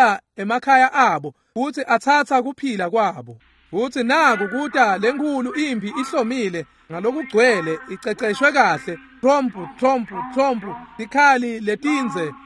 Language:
Swati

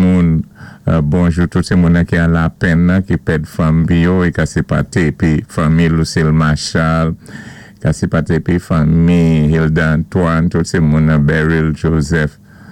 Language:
Saint Lucian Creole French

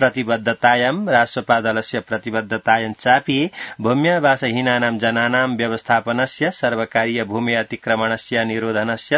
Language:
Sanskrit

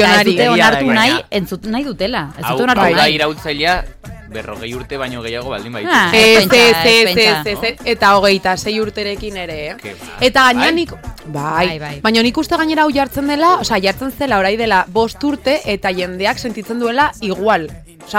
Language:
Basque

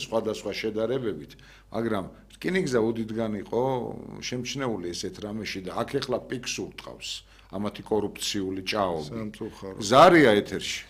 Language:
Georgian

